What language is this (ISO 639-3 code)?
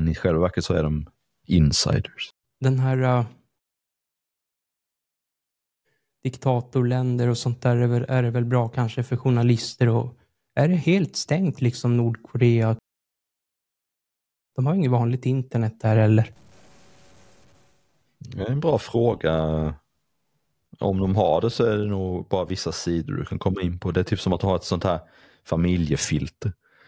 swe